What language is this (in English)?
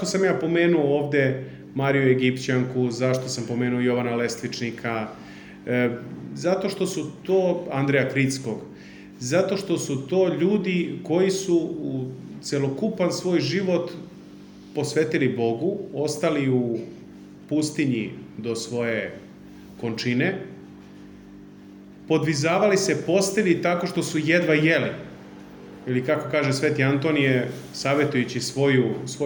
Serbian